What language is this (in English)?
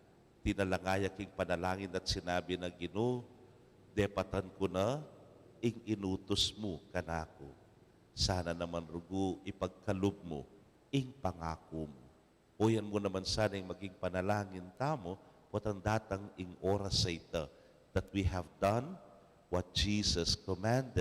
Pampanga